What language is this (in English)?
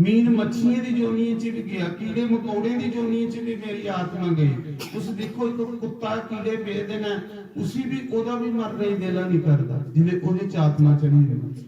Dogri